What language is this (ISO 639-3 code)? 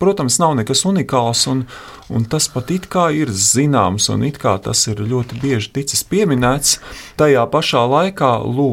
lav